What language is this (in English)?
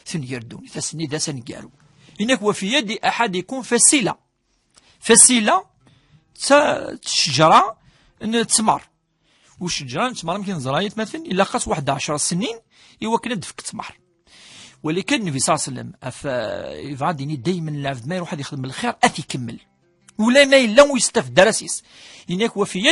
Kabyle